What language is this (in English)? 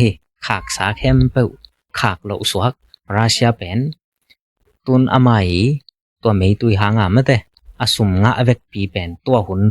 Tedim Chin